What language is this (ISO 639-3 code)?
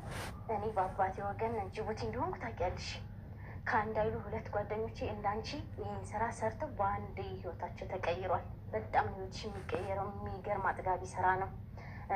amh